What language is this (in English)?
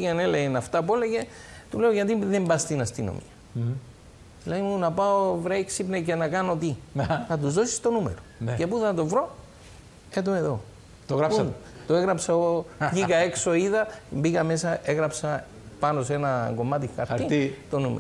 Greek